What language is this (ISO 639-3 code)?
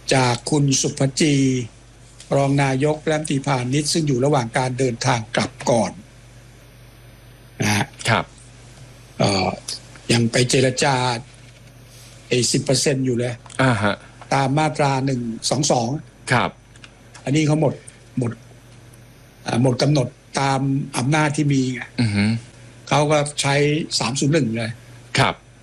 tha